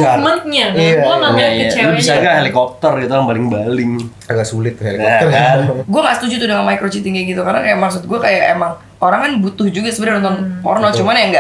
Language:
Indonesian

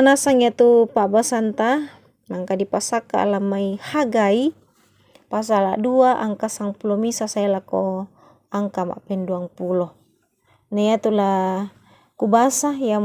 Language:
Toraja-Sa'dan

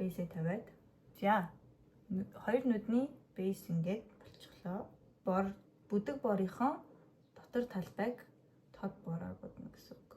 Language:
Mongolian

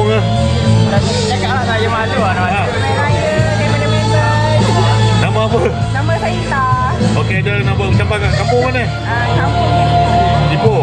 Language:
Malay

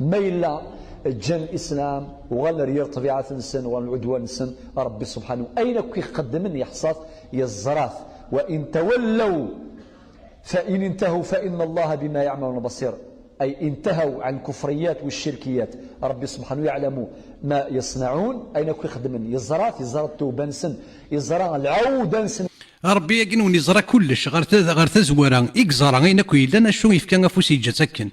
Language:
Kabyle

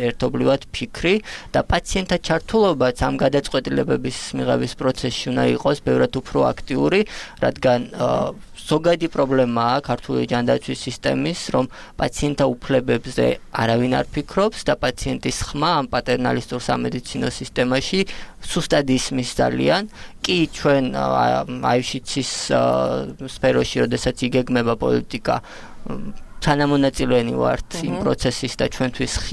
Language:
Georgian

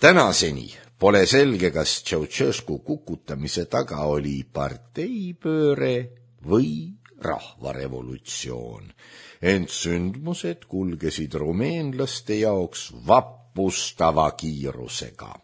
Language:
Estonian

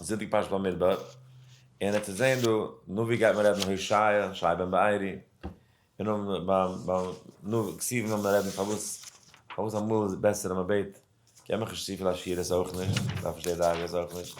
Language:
Yiddish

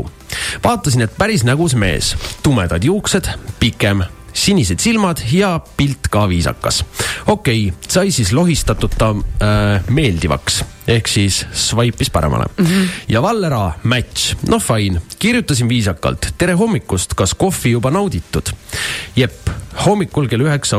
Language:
Estonian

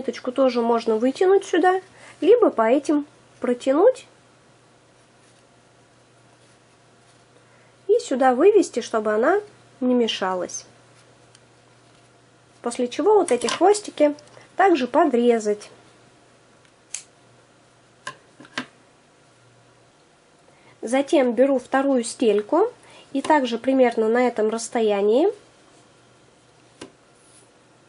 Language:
Russian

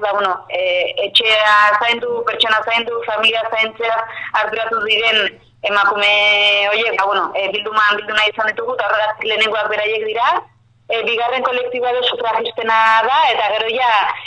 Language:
Basque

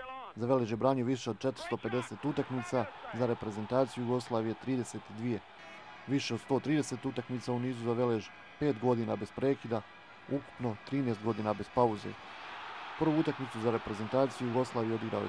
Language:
Bosnian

